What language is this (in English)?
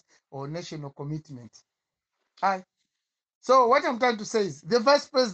Nyanja